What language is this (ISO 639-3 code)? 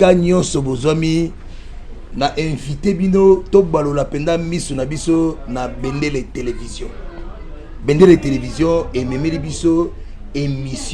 lin